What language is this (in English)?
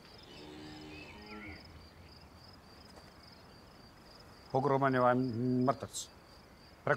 Croatian